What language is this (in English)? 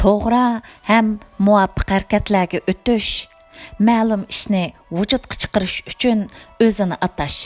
Uyghur